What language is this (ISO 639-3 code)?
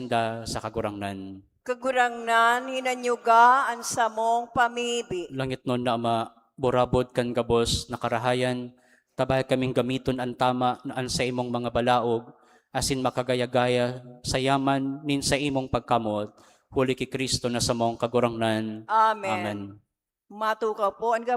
bik